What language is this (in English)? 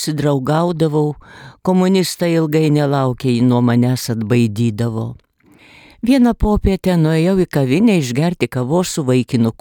Lithuanian